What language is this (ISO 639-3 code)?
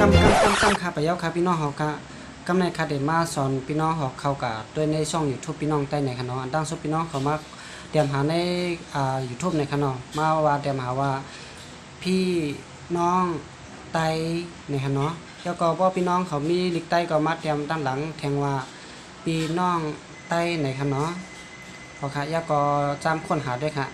shn